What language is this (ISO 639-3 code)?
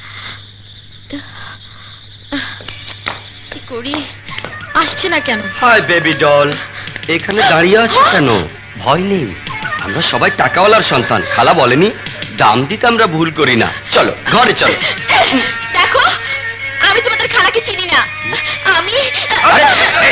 ben